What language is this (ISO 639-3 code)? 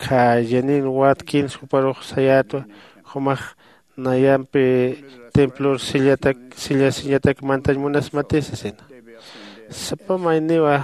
aym